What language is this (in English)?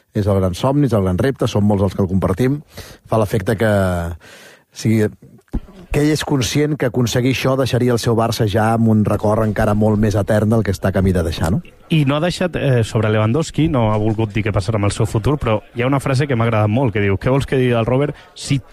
Catalan